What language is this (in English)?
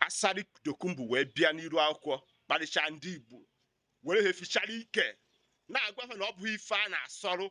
Igbo